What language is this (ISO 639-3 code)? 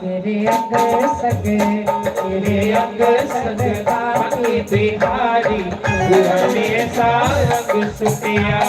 doi